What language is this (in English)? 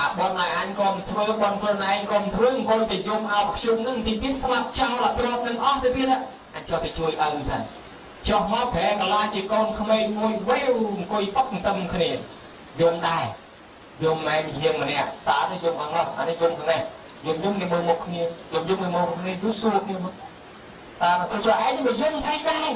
Khmer